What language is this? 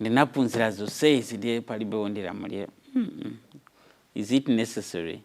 Nyanja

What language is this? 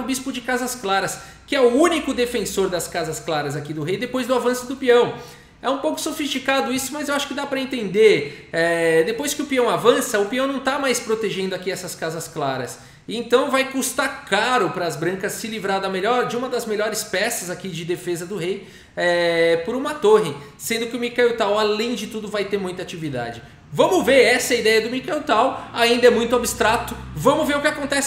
Portuguese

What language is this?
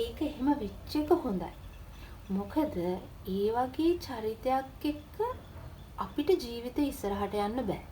Sinhala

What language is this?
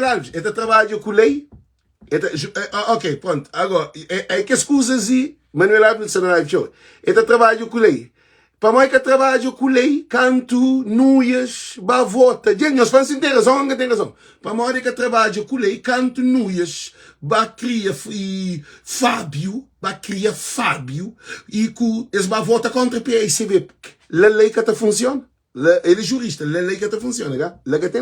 Kabuverdianu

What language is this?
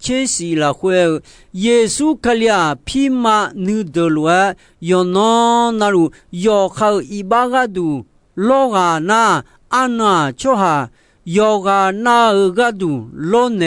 Akha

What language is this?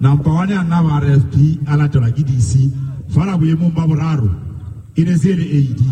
Southern Sotho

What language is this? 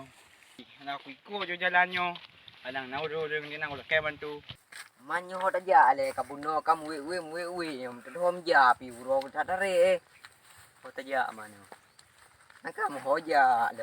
Achinese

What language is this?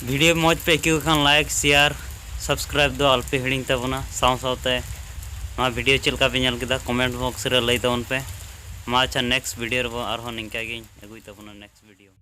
Santali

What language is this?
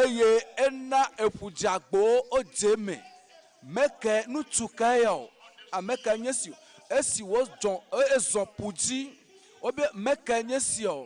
Ewe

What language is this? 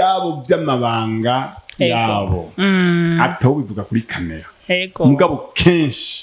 Rundi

